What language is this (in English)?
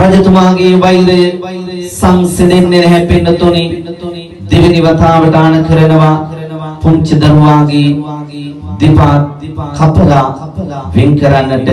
Sinhala